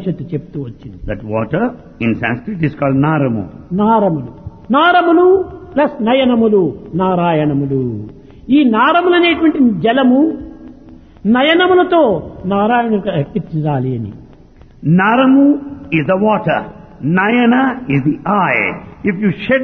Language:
Telugu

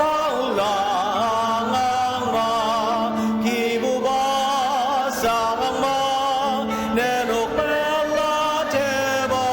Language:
Ao Naga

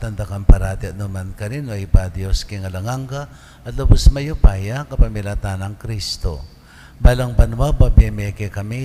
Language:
Pampanga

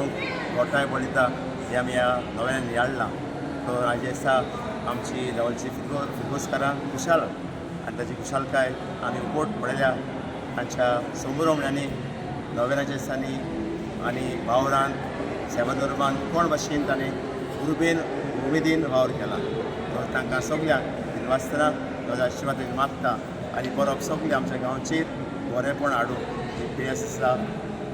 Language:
Konkani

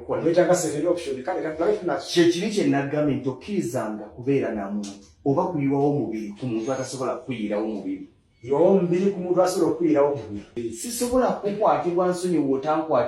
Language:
Ganda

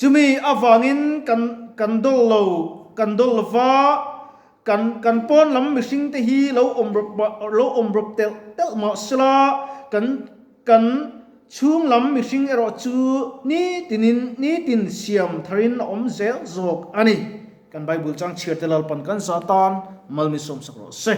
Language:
Mizo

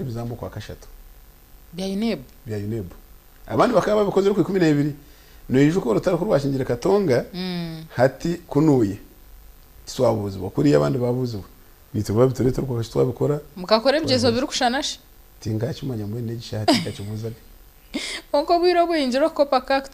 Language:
Nyankole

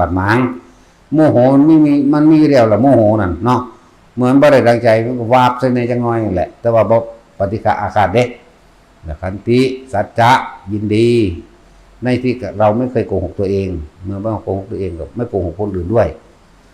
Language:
Northeastern Thai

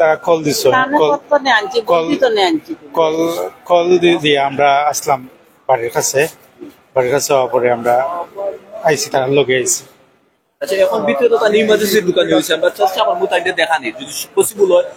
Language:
Sylheti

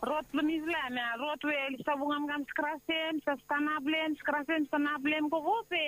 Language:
Bislama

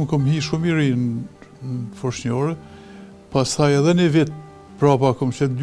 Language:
Albanian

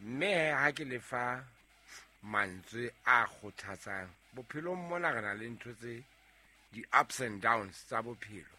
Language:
Southern Sotho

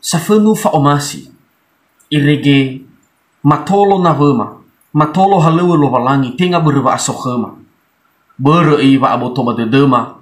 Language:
Nias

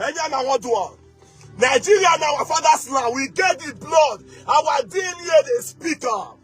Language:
Nigerian Pidgin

